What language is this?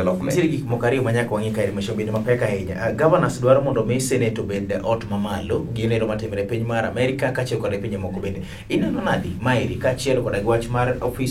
Luo (Kenya and Tanzania)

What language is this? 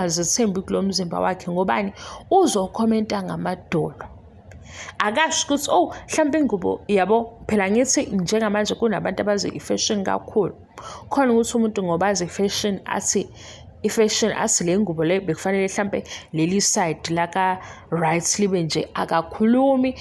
Zulu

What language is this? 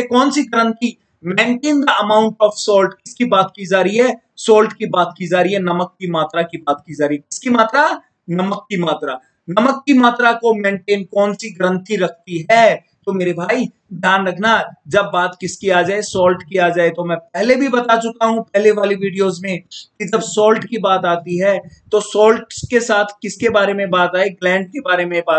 Hindi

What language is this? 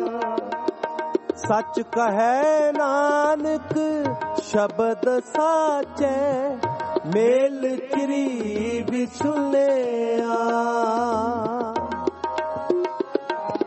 Punjabi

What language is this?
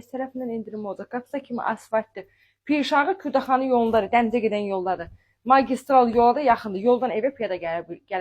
Azerbaijani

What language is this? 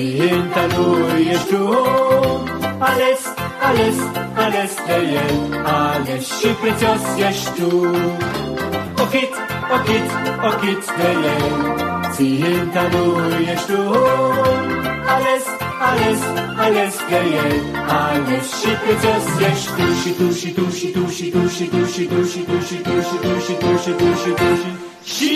Romanian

